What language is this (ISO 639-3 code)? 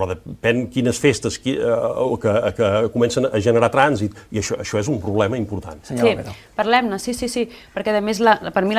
cat